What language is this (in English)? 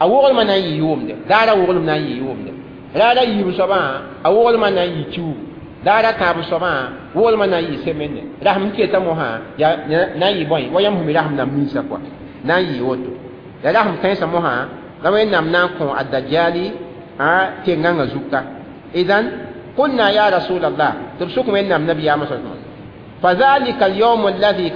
Mossi